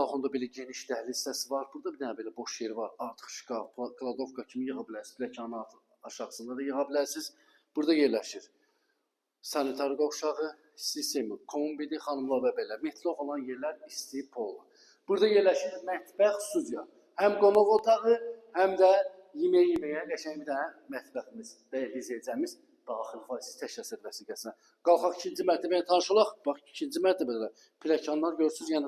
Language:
Azerbaijani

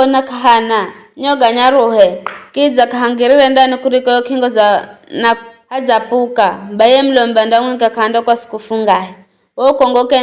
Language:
Giryama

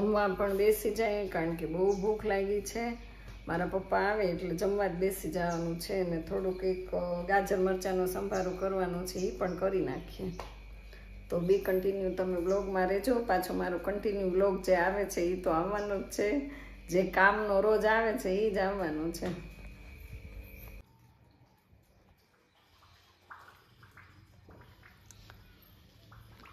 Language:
Gujarati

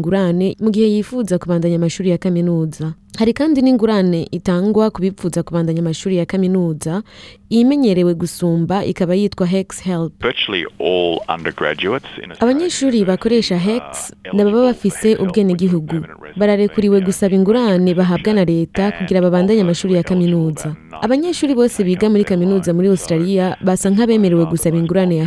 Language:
Rundi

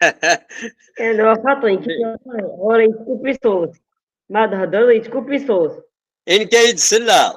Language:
Kabyle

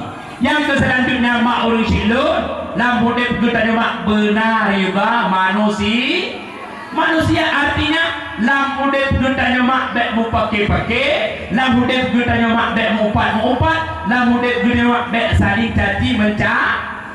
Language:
Achinese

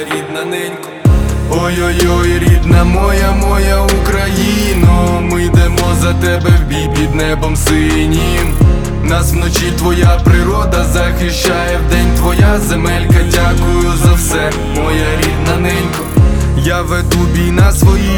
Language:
Ukrainian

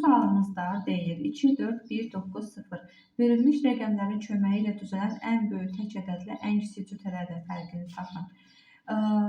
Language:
Azerbaijani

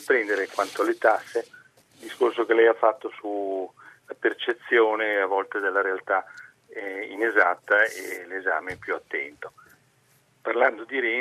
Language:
Italian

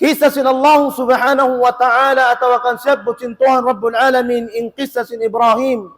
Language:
Tausug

